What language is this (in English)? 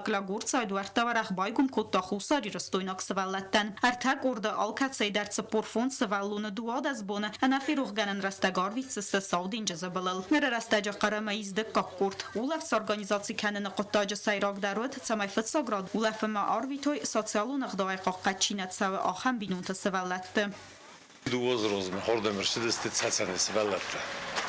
Ossetic